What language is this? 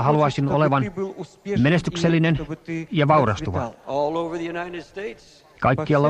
Finnish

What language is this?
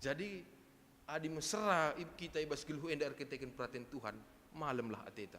Batak Karo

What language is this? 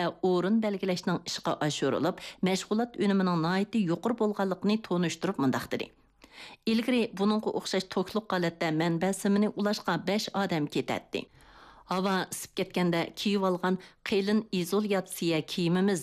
Uyghur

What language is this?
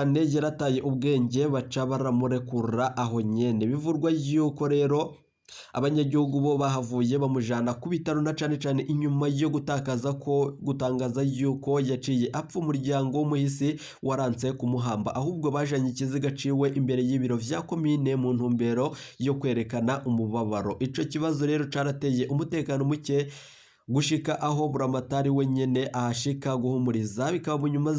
Rundi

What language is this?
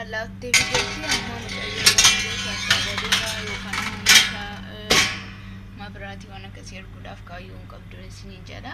Oromo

